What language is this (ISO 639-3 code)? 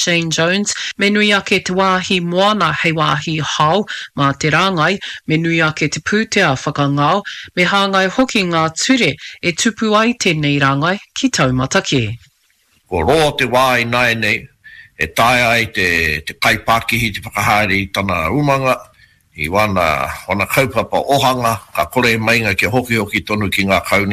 mri